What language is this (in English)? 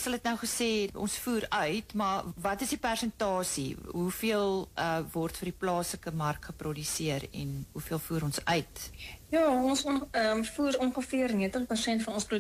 Afrikaans